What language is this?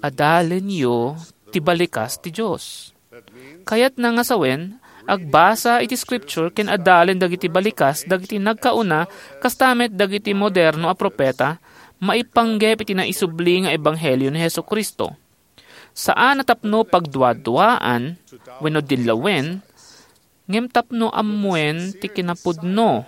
Iloko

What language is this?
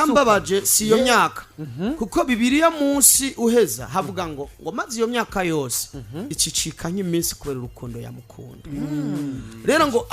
Rundi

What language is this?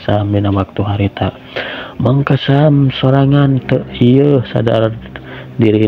Sundanese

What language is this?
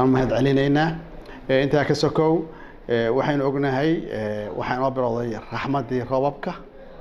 Somali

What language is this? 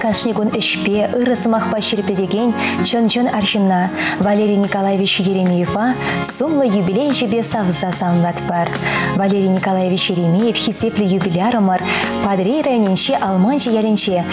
Chuvash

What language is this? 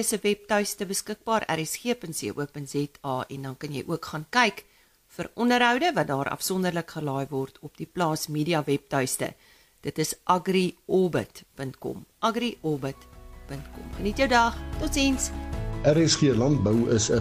Afrikaans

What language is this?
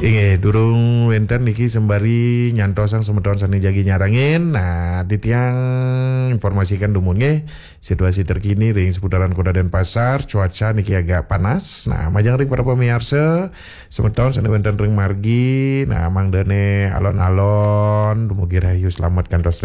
Balinese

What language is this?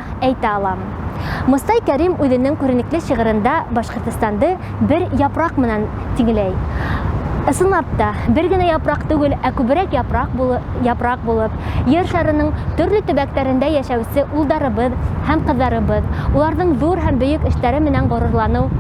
Bashkir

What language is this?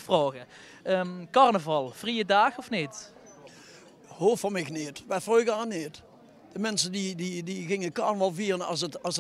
Limburgish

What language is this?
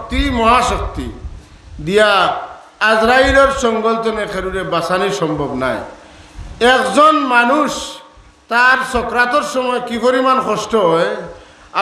Sylheti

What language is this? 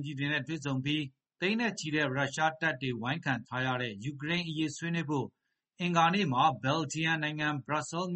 Burmese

